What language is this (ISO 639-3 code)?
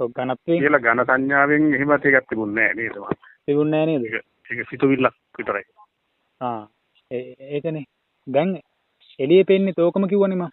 sin